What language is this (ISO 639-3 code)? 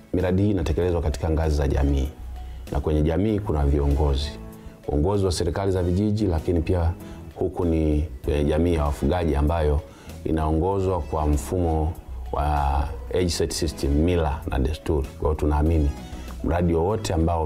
swa